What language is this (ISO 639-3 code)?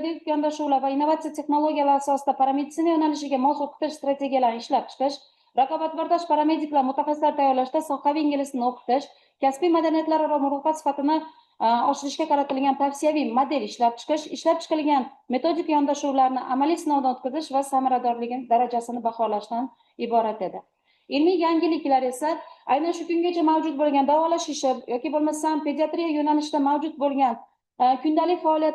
uzb